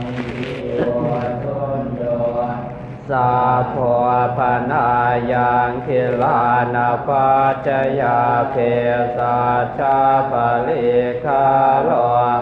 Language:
Pali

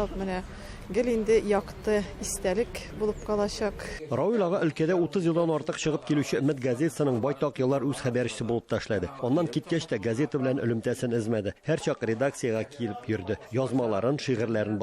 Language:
Tatar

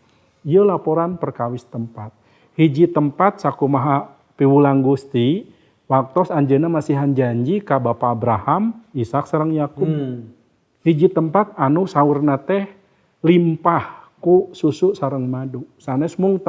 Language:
Sundanese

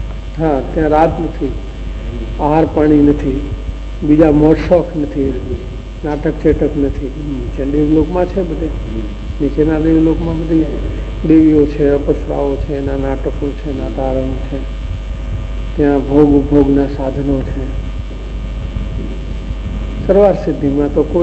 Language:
Gujarati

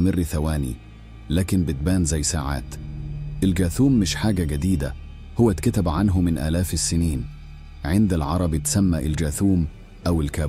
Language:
Egyptian Arabic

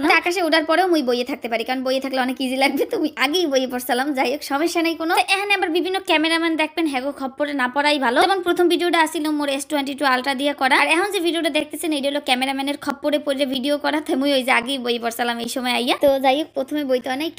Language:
Bangla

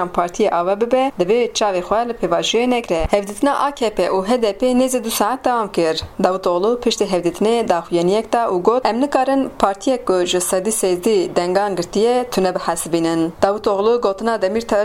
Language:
Kurdish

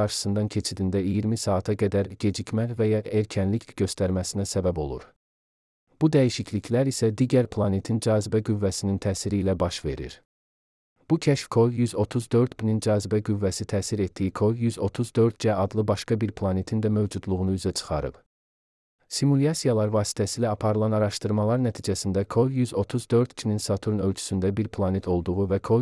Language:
Azerbaijani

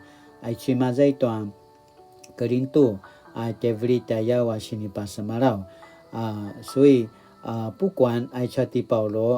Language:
Paiwan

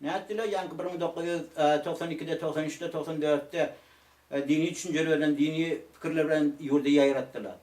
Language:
Turkmen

